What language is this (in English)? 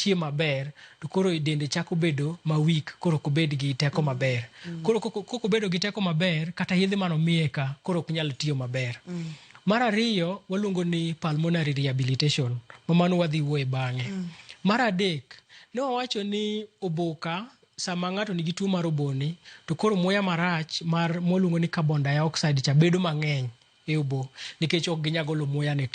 Luo (Kenya and Tanzania)